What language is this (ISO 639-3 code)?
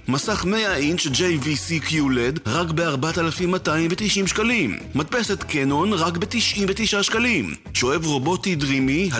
heb